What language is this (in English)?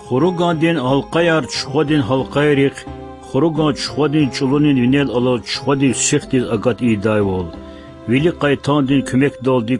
Lezghian